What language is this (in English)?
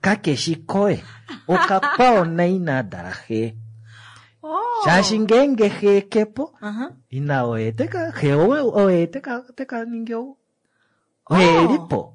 Kuanyama